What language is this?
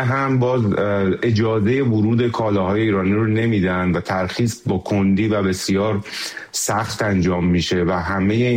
Persian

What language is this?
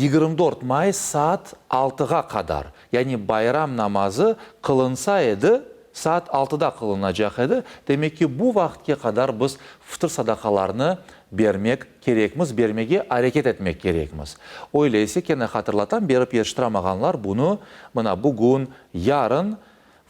Crimean Tatar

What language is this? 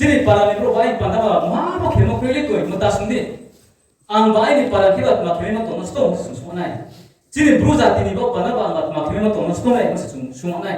Riang (India)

